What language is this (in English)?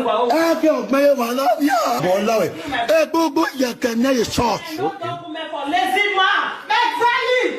Nigerian Pidgin